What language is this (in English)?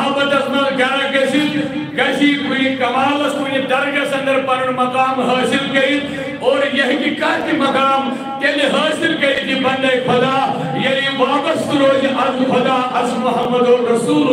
Kashmiri